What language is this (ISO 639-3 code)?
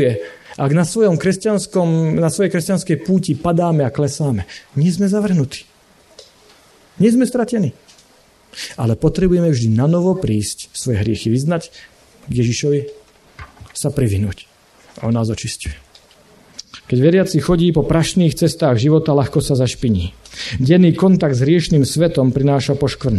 slk